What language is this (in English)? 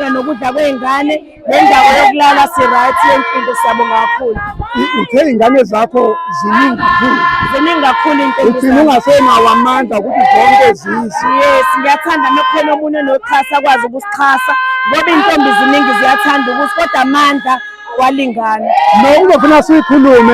Zulu